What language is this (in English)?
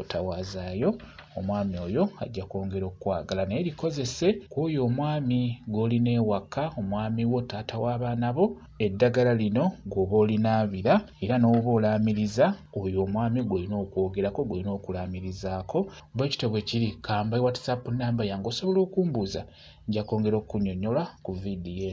Ganda